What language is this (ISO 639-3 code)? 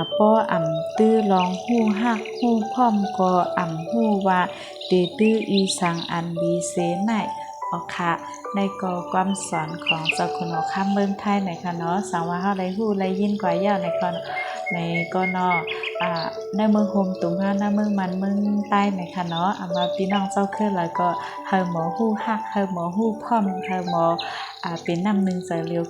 shn